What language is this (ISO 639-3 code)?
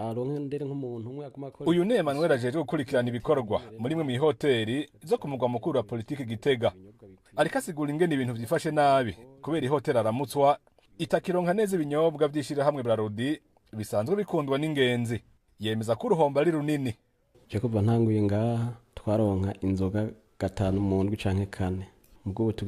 run